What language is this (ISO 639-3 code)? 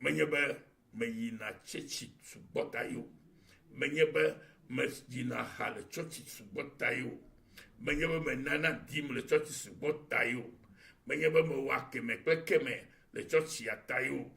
ewe